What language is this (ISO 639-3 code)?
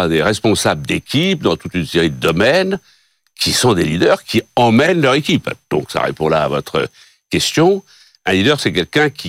fra